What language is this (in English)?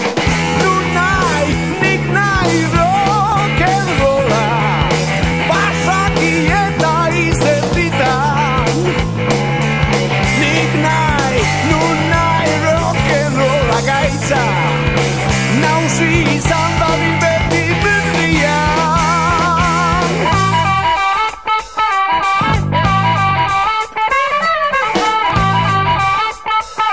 Basque